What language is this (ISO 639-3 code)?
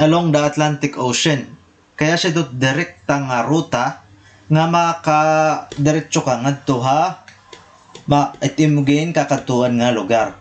war